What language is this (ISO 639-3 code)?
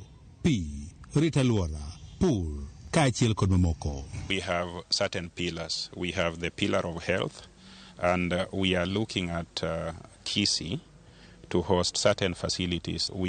luo